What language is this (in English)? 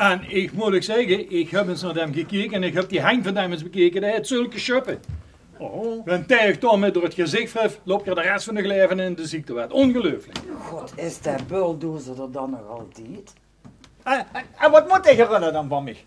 Limburgish